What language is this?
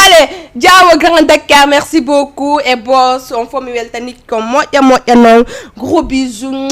Fula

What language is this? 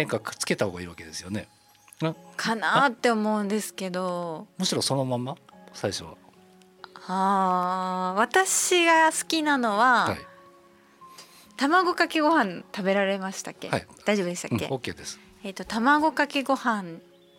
Japanese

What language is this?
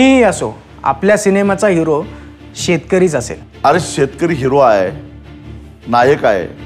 Marathi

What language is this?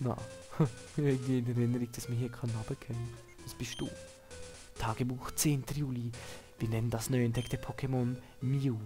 Swiss German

